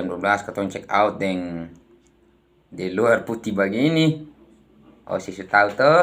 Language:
Ambonese Malay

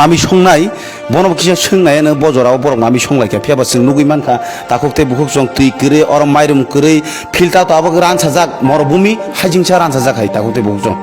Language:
Kok Borok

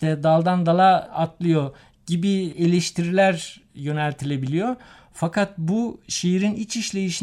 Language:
Turkish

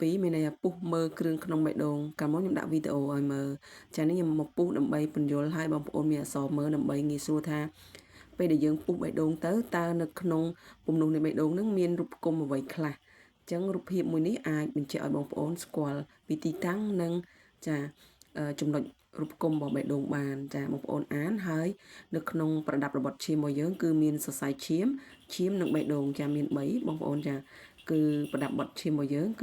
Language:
Khmer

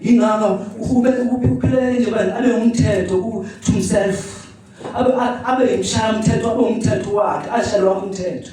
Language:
Zulu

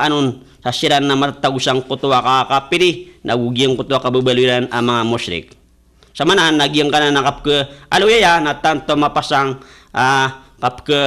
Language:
Maranao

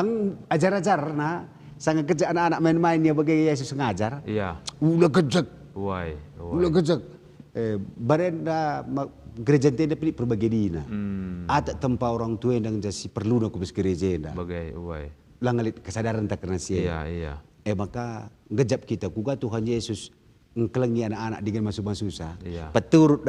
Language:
Batak Karo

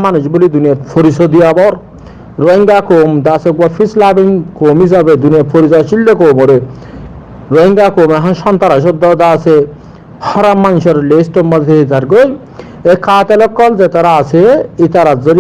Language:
Rohingya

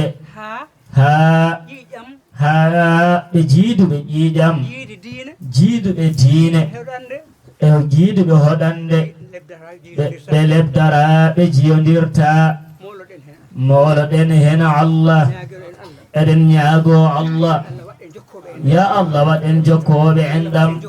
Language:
Fula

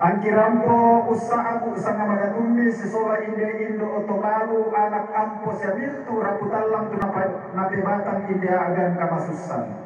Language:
Toraja-Sa'dan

